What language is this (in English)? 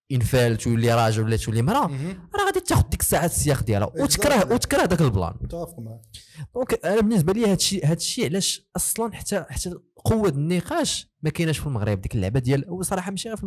Moroccan Arabic